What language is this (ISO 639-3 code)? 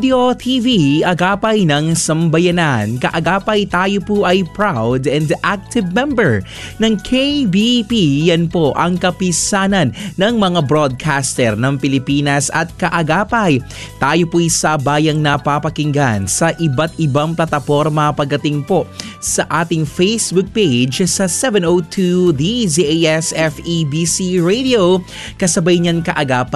fil